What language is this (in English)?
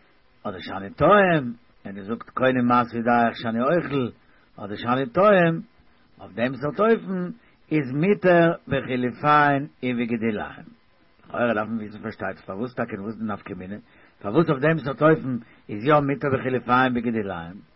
Yiddish